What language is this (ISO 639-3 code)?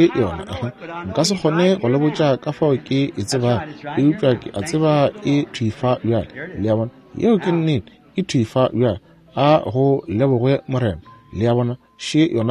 nso